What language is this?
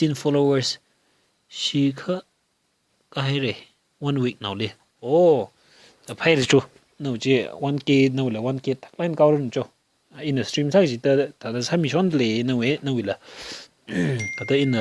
Tangkhul Naga (India)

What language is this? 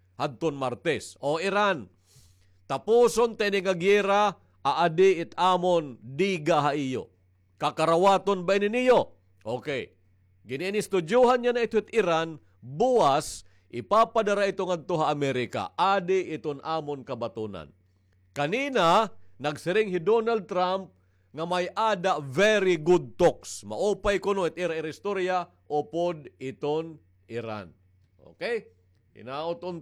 Waray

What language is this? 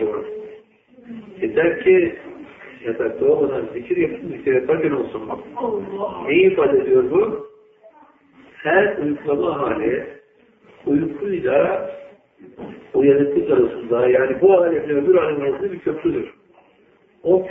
Turkish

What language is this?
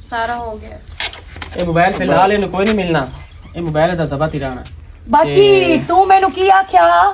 Western Panjabi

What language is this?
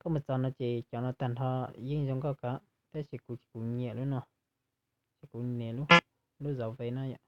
Hmong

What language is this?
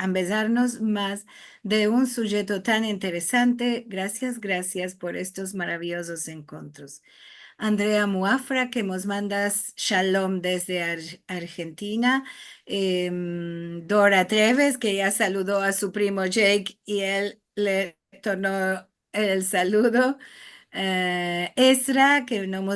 Ladino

